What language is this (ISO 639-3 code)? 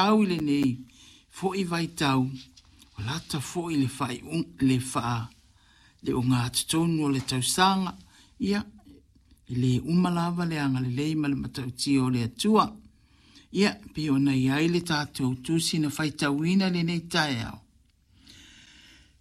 smo